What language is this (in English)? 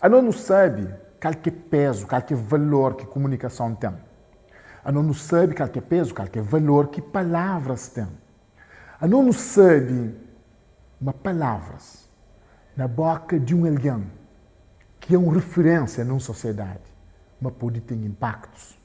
Kabuverdianu